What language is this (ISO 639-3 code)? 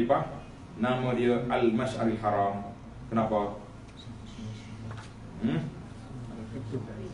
msa